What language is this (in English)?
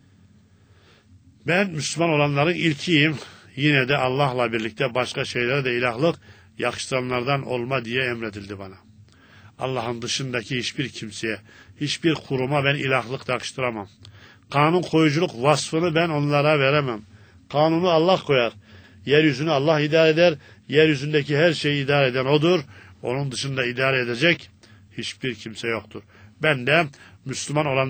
Turkish